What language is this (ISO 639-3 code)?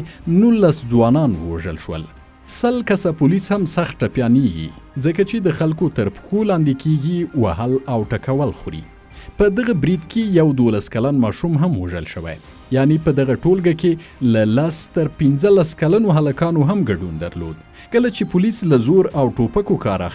pus